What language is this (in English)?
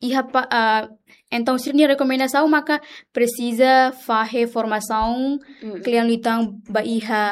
Tetum